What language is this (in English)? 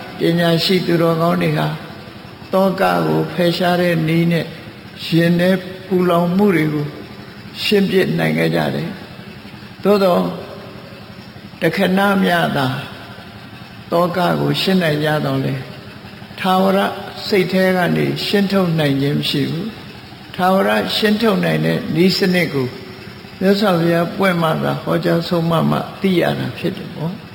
Burmese